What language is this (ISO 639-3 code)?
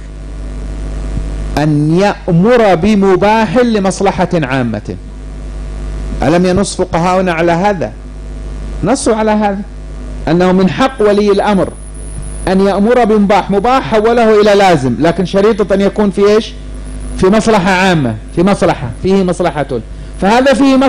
ara